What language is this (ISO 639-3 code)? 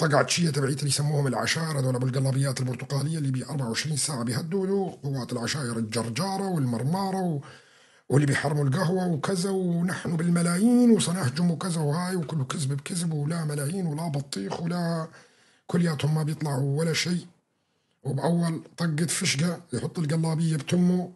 apc